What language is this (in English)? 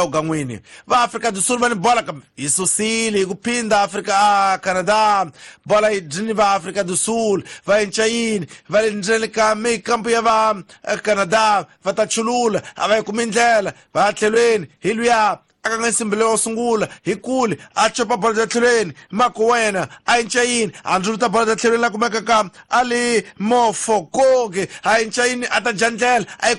Tsonga